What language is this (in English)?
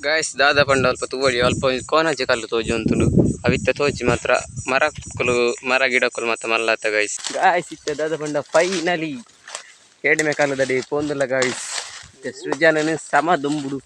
Tulu